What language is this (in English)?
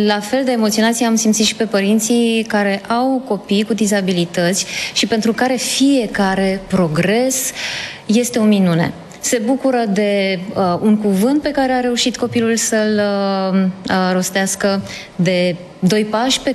Romanian